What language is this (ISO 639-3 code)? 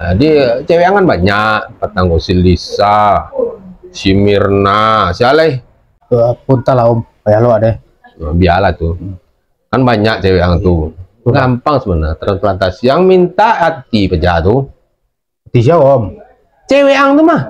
min